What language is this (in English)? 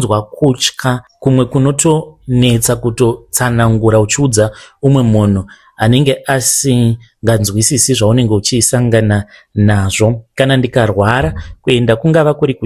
Shona